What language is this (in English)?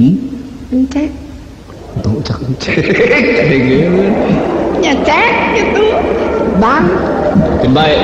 Sundanese